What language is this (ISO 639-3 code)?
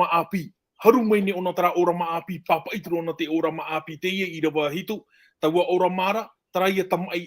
tah